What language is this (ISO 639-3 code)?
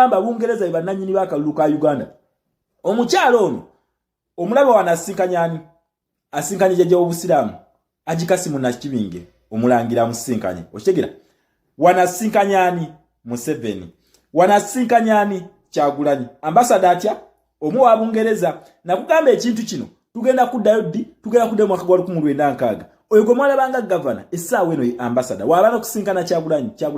lug